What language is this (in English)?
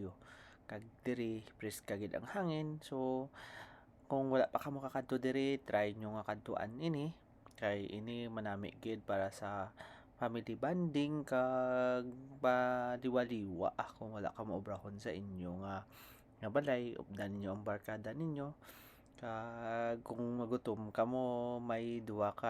Hiligaynon